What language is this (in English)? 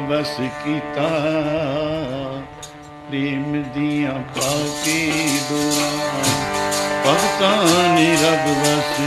Punjabi